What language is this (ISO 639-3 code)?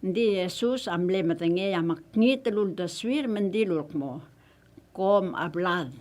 pau